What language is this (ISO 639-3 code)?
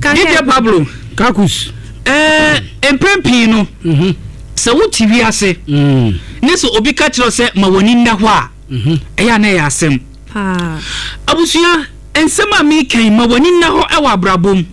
aka